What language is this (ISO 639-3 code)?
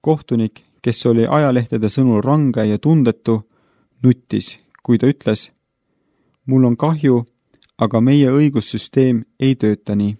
est